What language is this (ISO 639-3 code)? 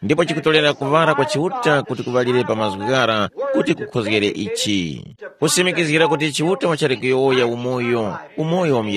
tum